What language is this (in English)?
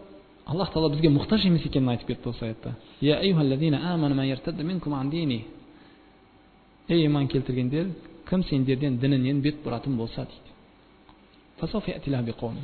Kazakh